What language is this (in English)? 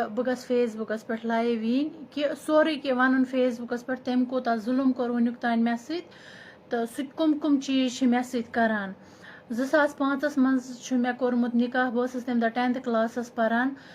Kashmiri